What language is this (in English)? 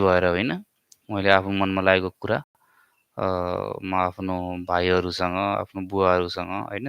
Nepali